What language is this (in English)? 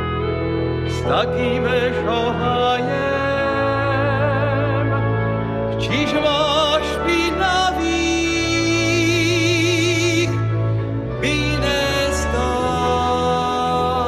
Slovak